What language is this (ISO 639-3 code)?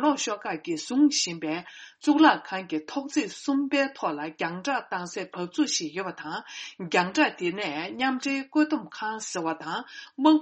bod